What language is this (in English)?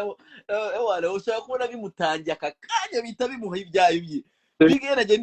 Kinyarwanda